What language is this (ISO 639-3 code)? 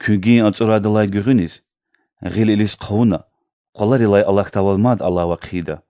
lez